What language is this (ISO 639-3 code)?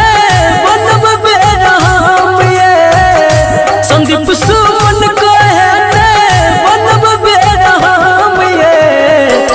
bho